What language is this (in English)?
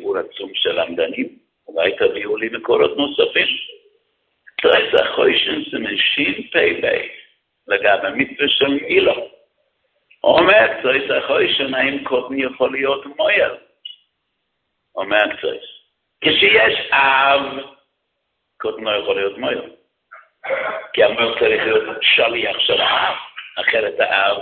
Hebrew